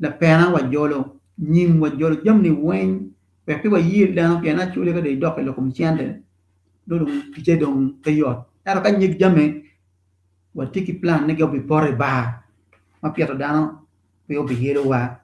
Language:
Acoli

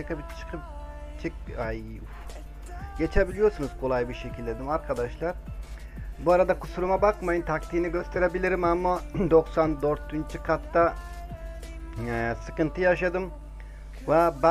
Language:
Turkish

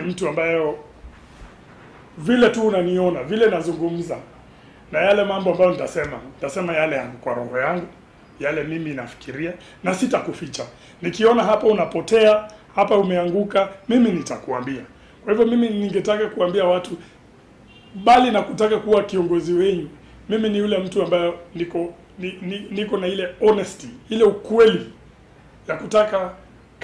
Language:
Swahili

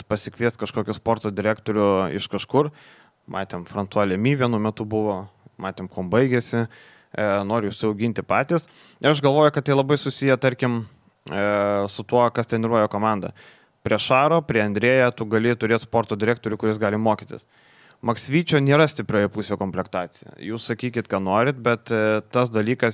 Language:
Lithuanian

